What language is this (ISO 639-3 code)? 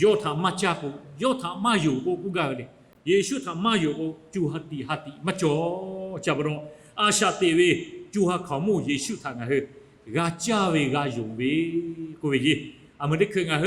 lhu